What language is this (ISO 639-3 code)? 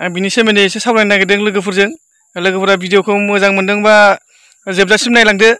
brx